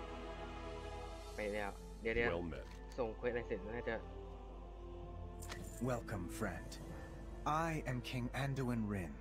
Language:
Thai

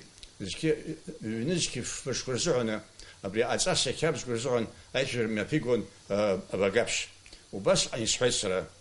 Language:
Abkhazian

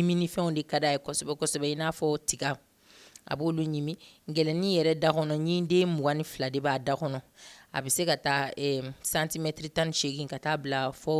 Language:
Bambara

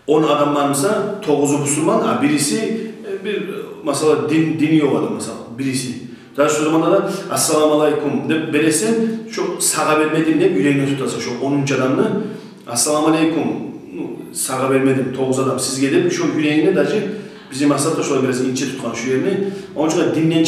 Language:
Kumyk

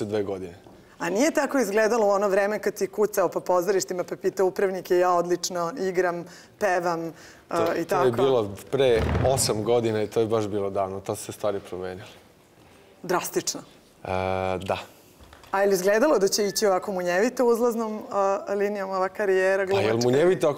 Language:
Serbian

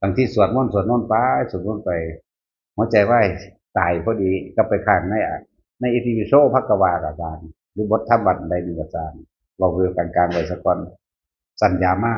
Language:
Northeastern Thai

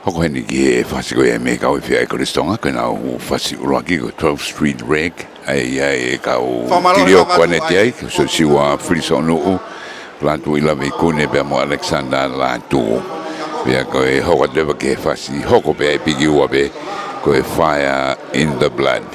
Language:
Tongan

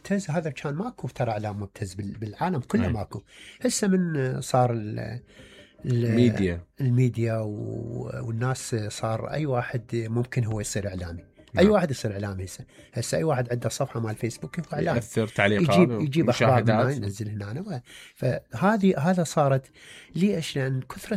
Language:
Mesopotamian Arabic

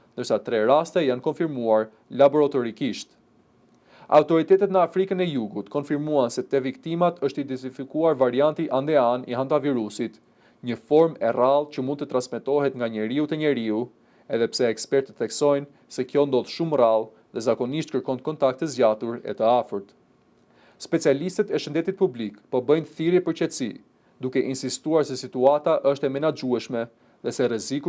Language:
Albanian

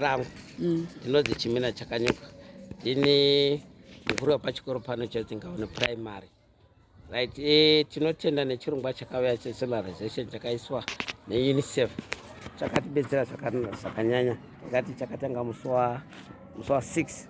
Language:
Shona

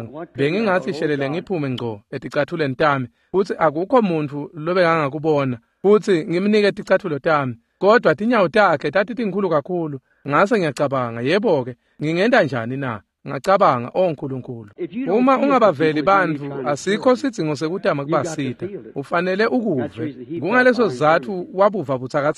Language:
Swati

